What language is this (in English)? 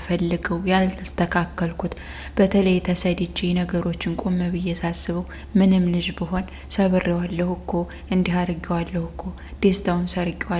Amharic